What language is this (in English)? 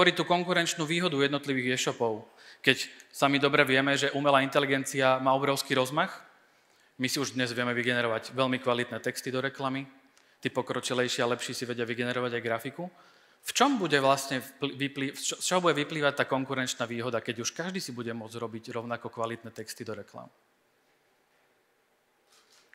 Slovak